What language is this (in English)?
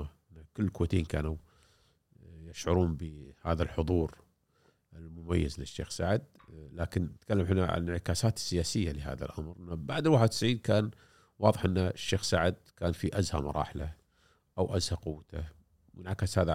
Gulf Arabic